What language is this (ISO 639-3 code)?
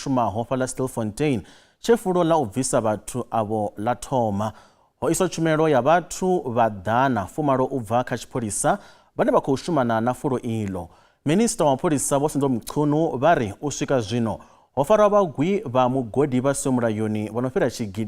ven